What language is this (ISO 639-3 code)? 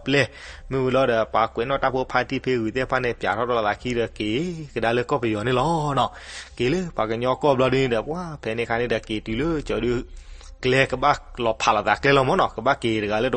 ksw